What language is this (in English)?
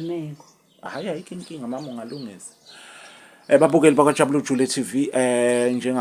Zulu